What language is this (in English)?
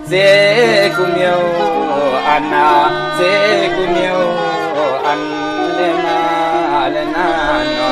Shan